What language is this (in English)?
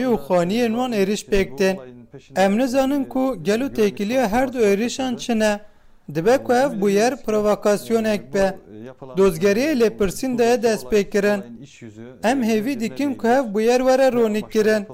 Kurdish